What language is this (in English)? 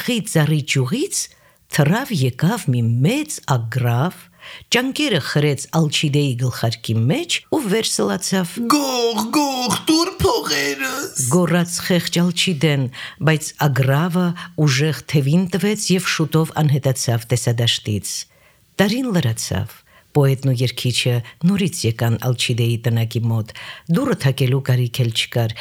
Armenian